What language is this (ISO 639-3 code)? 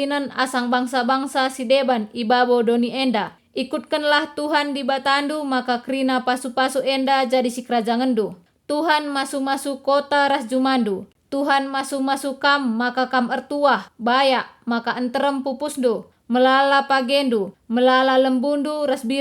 btx